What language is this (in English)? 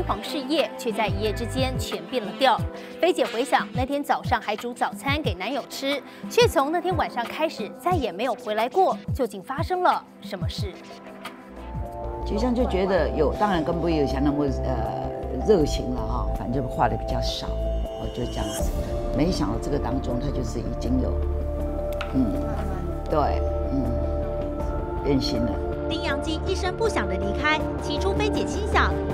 Chinese